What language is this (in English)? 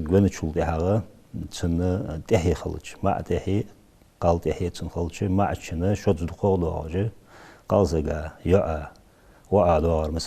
Ingush